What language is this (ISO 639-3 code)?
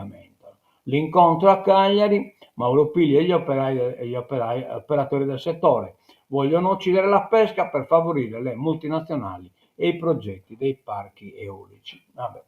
srd